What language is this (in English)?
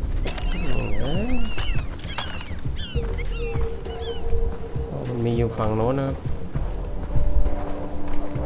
Thai